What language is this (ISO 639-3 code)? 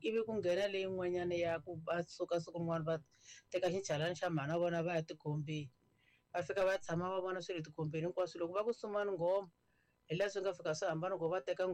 tso